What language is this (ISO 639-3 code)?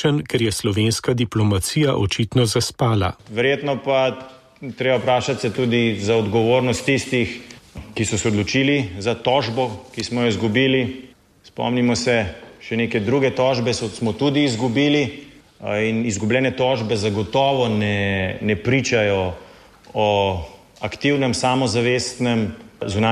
slv